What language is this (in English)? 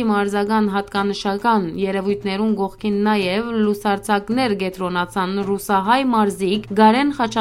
Western Armenian